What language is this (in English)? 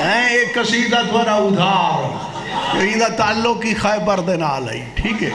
Saraiki